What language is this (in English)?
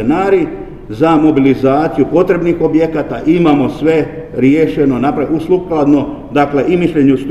Croatian